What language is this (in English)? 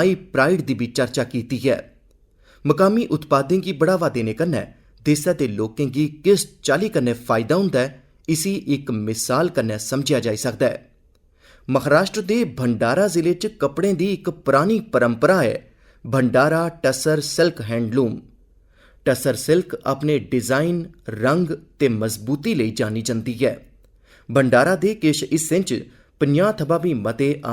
Dogri